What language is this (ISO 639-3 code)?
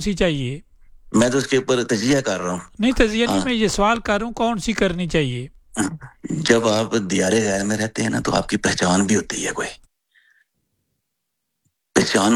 urd